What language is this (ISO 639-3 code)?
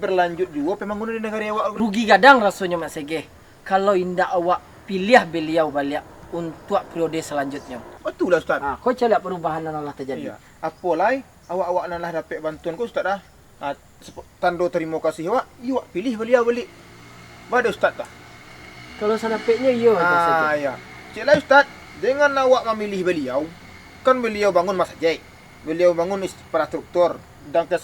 min